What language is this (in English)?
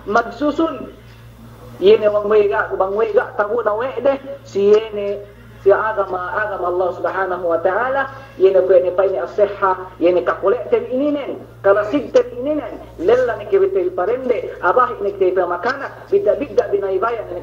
Yakan